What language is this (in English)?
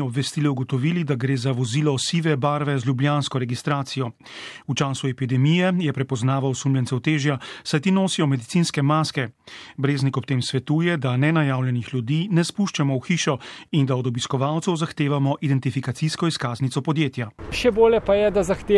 Slovenian